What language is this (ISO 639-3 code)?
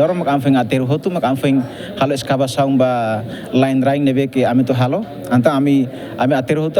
tet